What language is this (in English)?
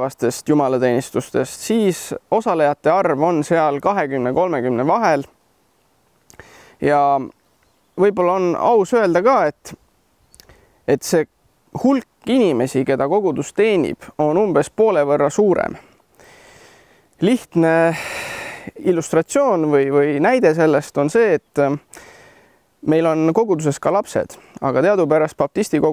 Estonian